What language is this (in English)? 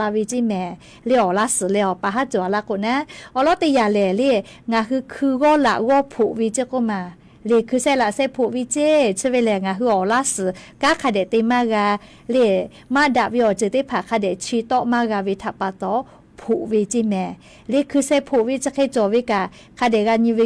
Lahu